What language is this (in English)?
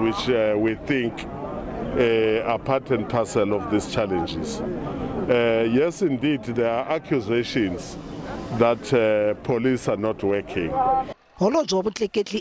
Tsonga